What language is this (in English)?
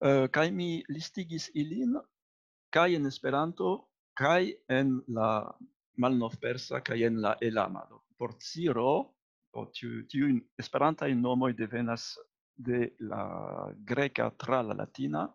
Esperanto